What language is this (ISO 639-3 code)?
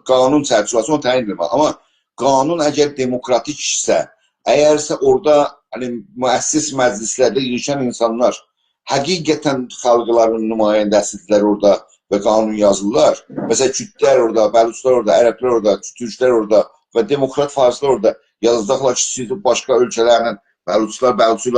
azb